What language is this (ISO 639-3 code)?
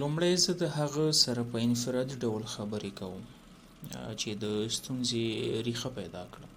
pus